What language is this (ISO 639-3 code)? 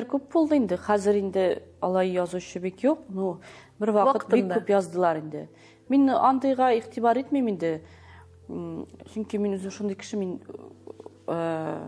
tat